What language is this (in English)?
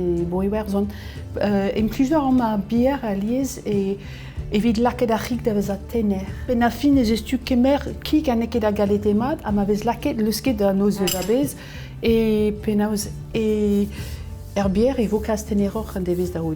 Breton